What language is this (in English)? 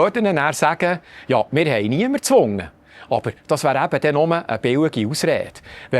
Swiss German